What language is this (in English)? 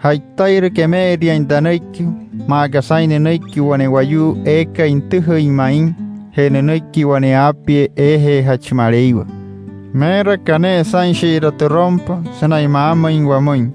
Wayuu